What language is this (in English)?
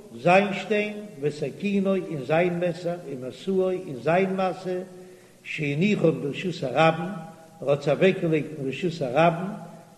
Yiddish